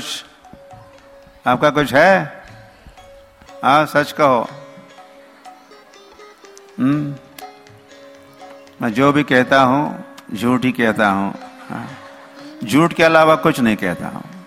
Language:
Hindi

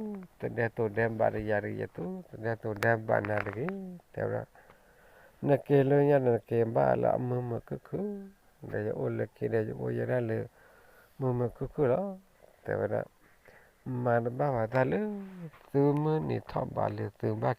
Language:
S'gaw Karen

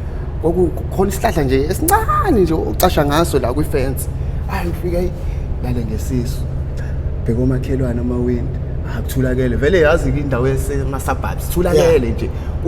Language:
Zulu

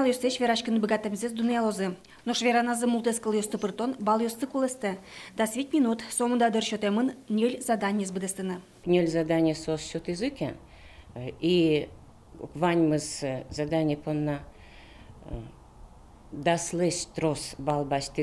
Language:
Udmurt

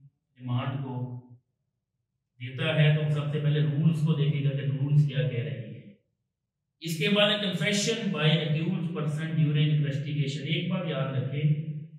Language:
Hindi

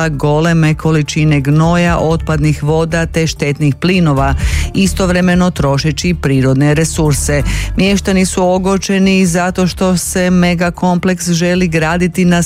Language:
Croatian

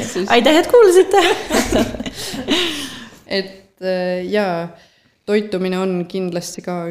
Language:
Estonian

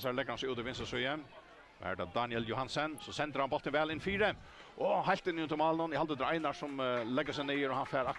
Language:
Faroese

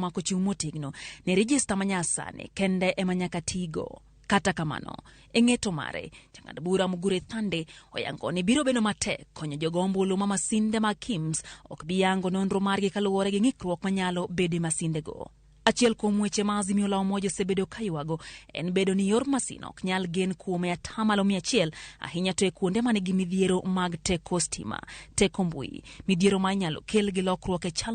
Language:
Luo (Kenya and Tanzania)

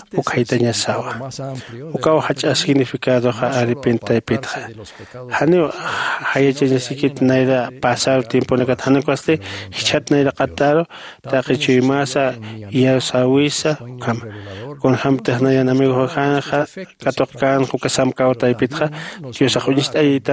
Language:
Aymara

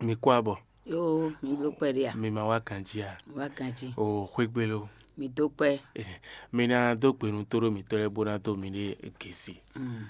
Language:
Fon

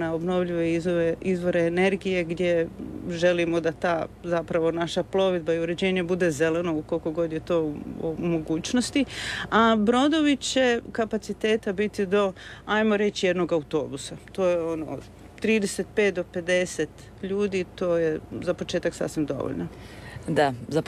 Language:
Croatian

